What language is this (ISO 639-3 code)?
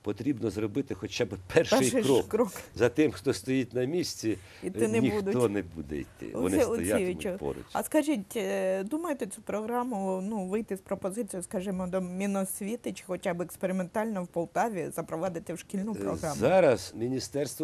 ukr